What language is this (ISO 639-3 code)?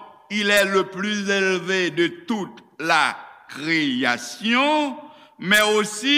hat